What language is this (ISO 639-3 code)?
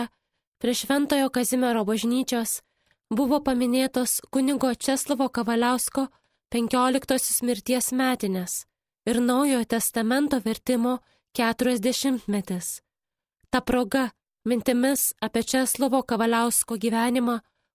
lit